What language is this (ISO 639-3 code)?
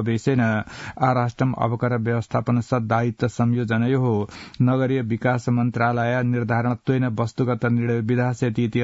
san